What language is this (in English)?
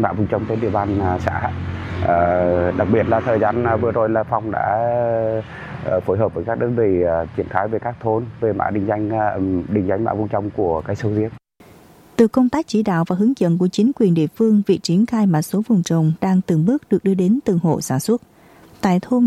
Vietnamese